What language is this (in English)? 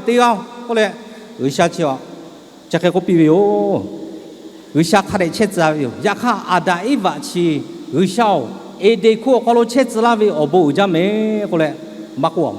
Lahu